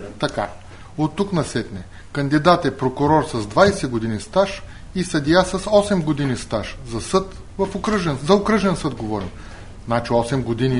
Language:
Bulgarian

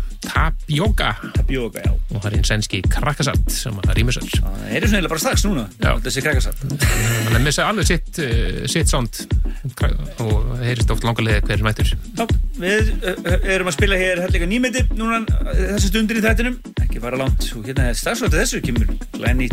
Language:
Icelandic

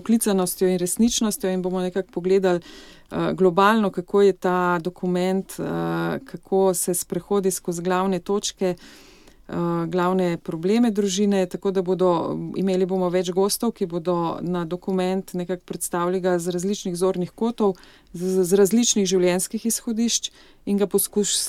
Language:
Slovenian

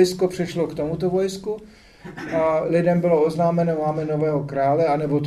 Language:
Czech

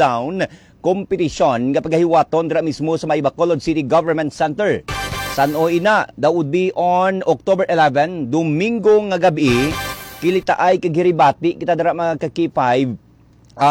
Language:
Hiligaynon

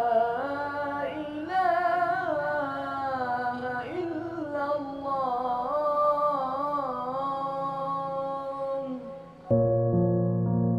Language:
Indonesian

